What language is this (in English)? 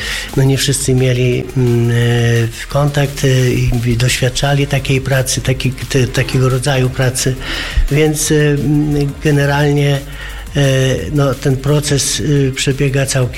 Polish